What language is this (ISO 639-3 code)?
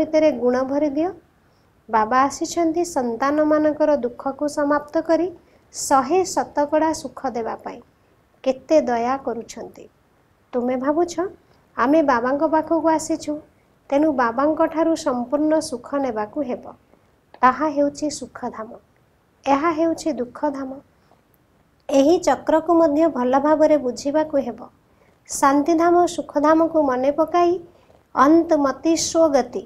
ori